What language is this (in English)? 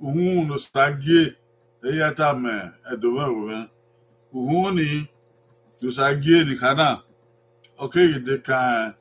Bini